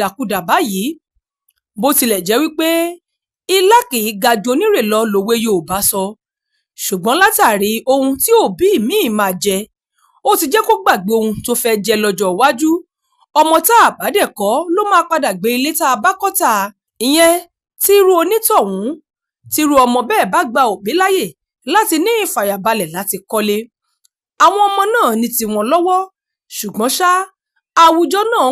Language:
Yoruba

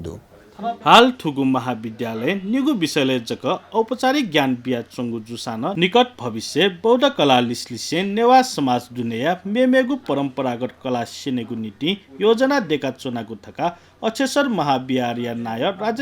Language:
Newari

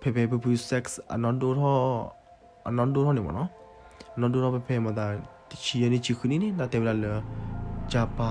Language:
S'gaw Karen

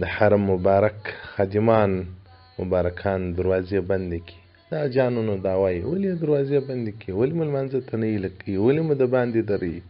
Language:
Pashto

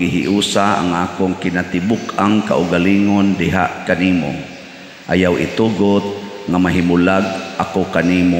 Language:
Cebuano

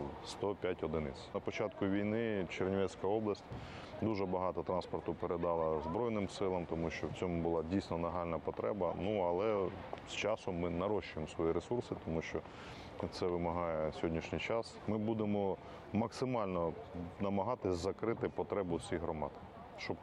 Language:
Ukrainian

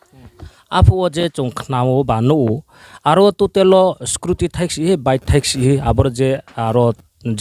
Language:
Riang (India)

